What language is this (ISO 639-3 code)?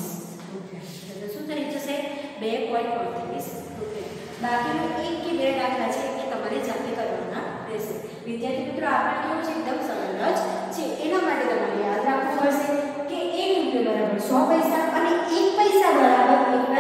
guj